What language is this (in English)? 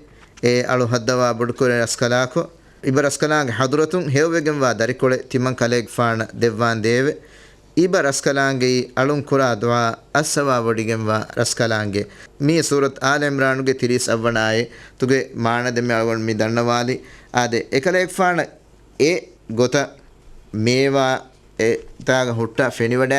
Divehi